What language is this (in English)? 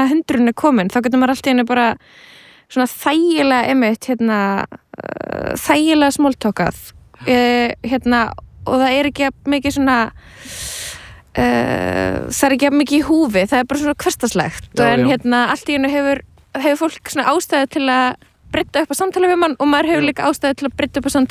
Icelandic